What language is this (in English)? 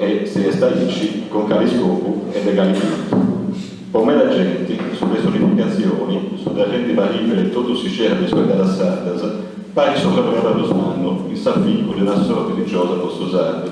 Sardinian